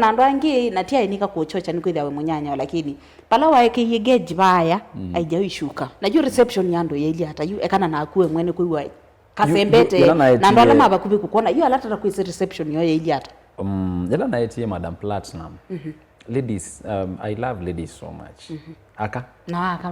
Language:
Kamba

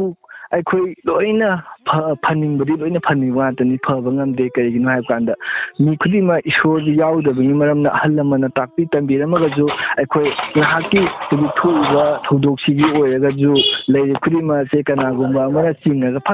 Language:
Manipuri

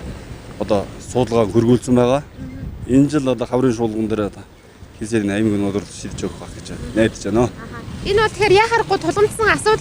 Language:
Mongolian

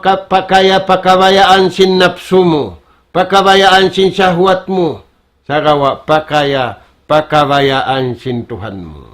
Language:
Tausug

